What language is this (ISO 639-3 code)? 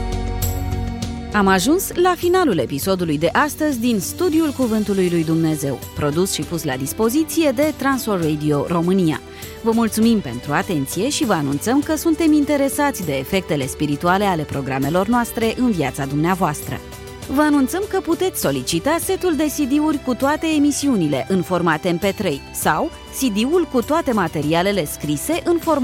ron